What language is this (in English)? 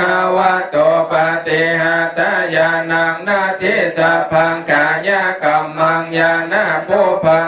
Pali